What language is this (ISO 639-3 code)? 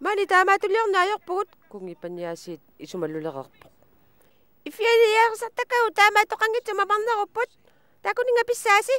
kal